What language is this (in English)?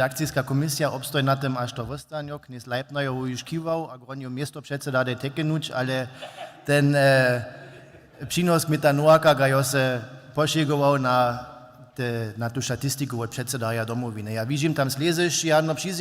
Upper Sorbian